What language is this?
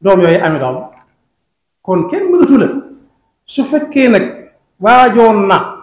Wolof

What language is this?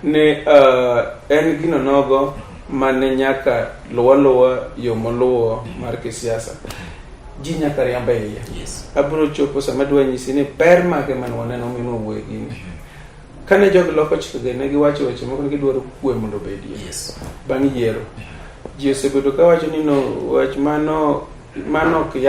Luo (Kenya and Tanzania)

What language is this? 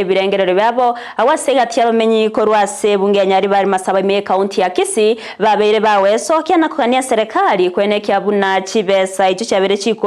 Gusii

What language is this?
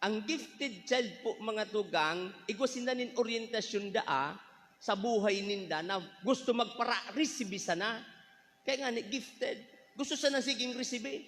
Bikol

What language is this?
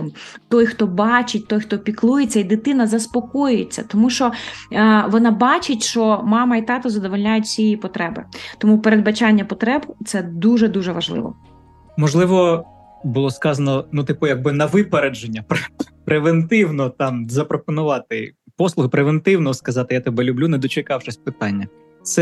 Ukrainian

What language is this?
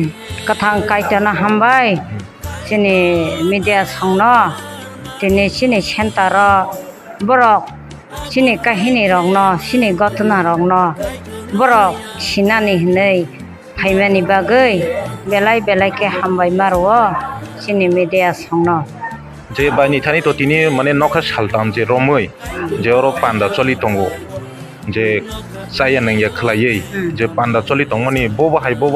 Kok Borok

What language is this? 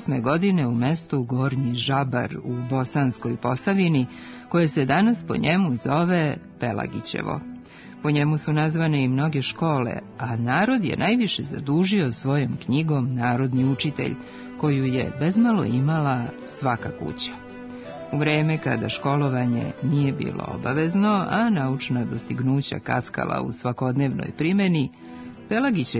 Serbian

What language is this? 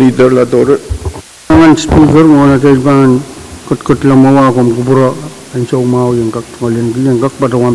Pohnpeian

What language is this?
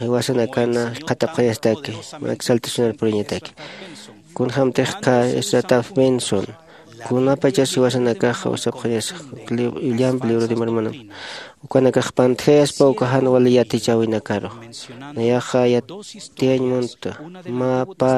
Aymara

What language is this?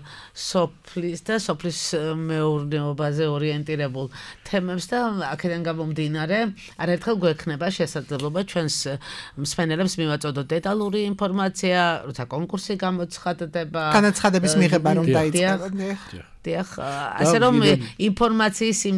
Georgian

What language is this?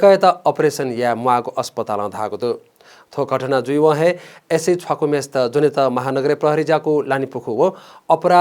Newari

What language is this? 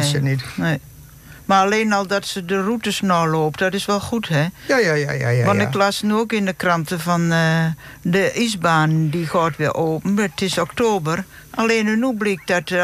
Dutch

